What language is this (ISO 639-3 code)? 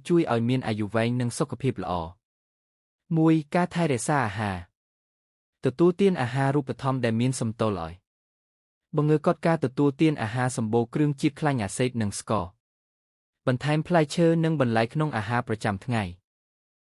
khm